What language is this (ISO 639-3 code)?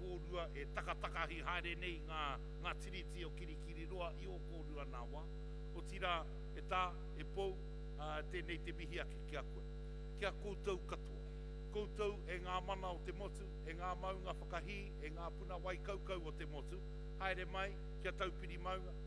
mri